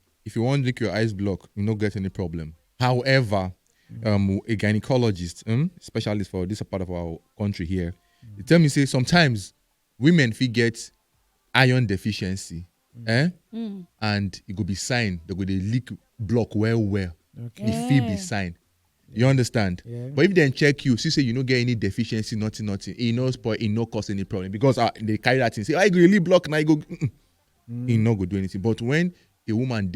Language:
Nigerian Pidgin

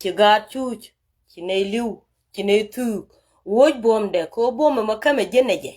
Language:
Nuer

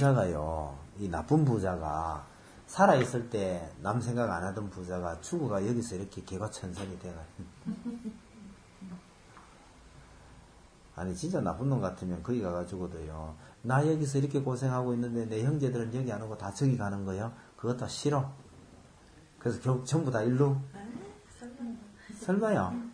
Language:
Korean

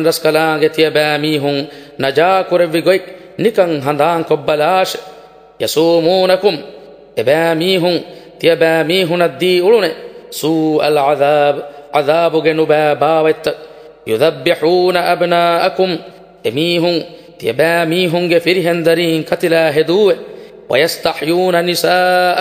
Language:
Divehi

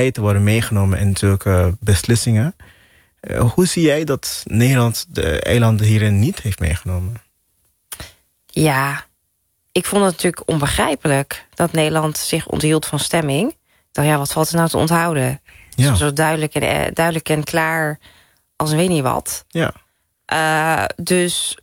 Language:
Dutch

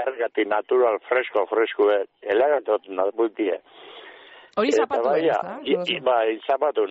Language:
Basque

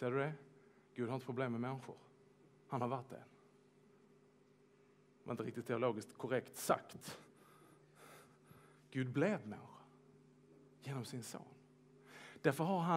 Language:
Swedish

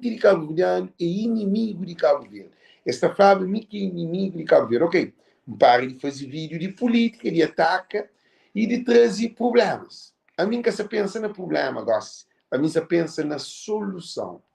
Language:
Kabuverdianu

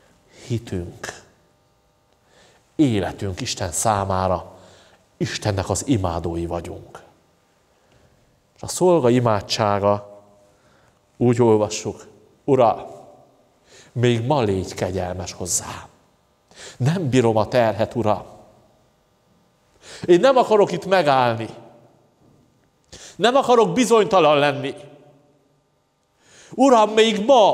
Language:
Hungarian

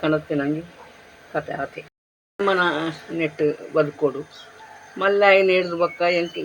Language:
Tulu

